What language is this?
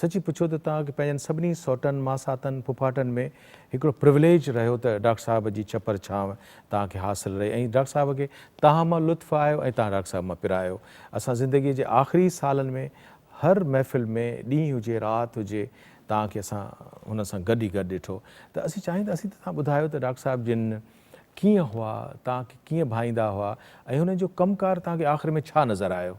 Sindhi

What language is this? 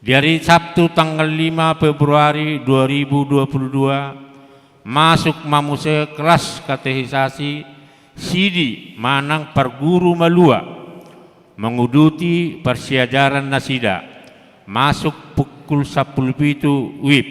Batak Toba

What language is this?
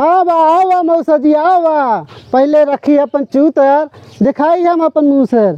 Awadhi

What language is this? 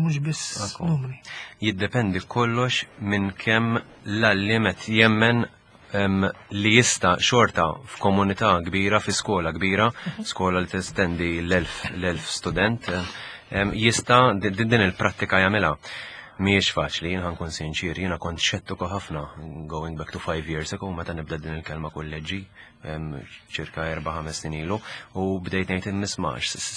Maltese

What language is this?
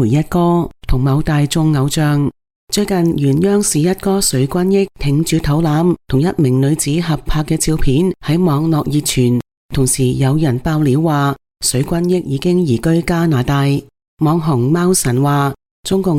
Cantonese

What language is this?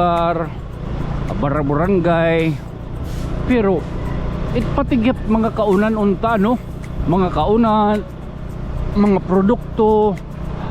Waray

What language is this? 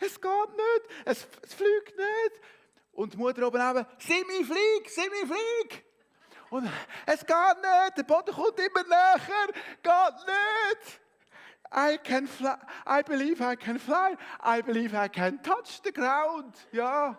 Swiss German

